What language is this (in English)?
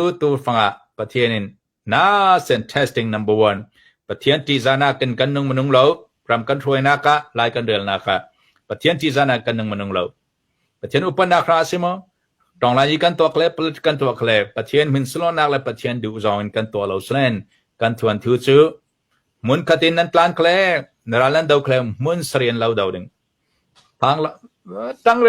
Hakha Chin